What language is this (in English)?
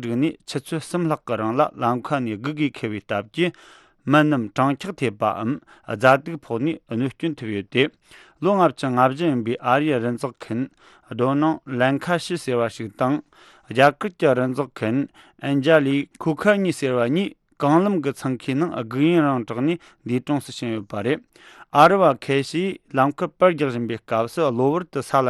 Tibetan